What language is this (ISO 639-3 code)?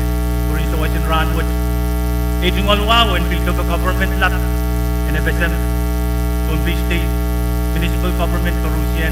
pon